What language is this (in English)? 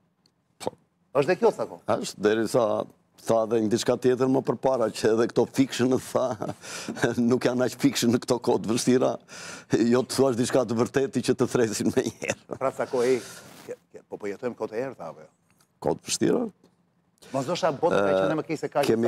Albanian